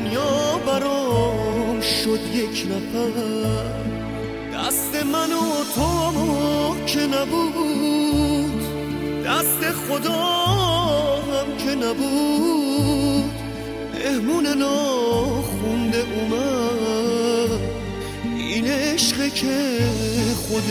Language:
Persian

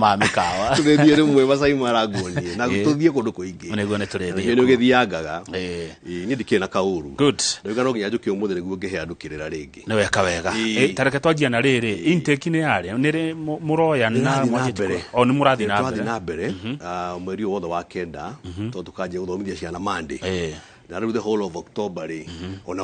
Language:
Kikuyu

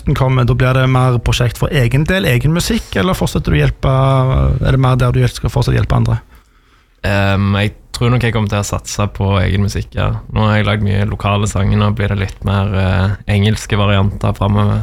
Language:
Norwegian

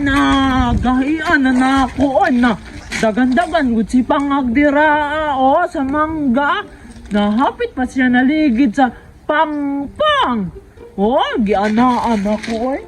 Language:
Cebuano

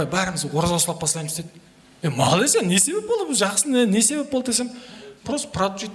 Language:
Kara-Kalpak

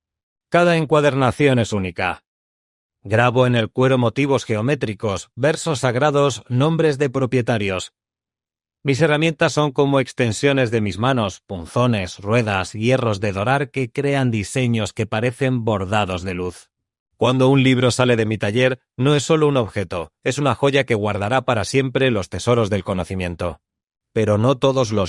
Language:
Ladino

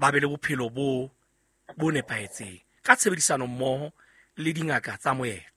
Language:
Southern Sotho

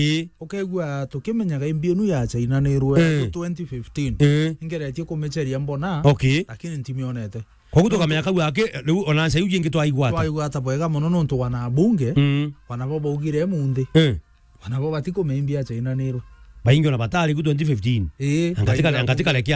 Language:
Meru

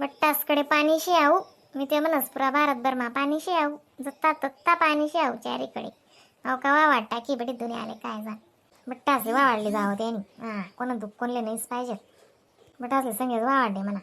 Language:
Khandesi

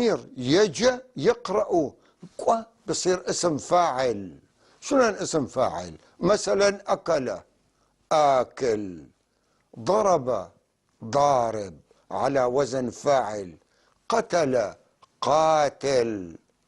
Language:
North Levantine Arabic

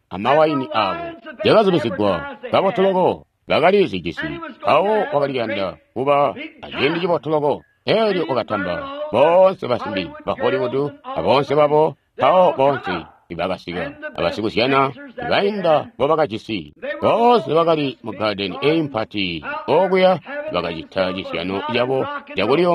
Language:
Tonga (Zambia)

